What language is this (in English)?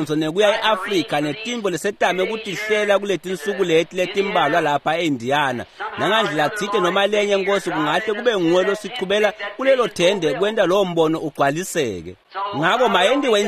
Swati